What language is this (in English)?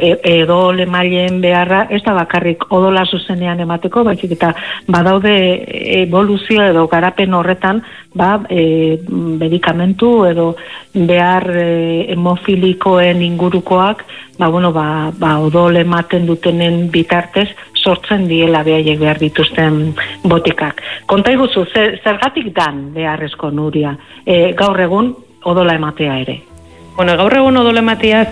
Basque